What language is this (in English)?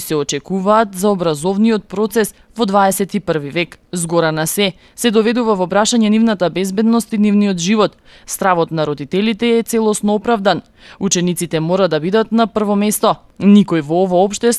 Macedonian